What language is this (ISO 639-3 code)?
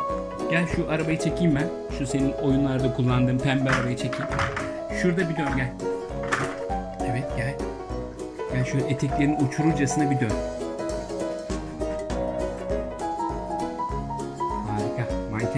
tur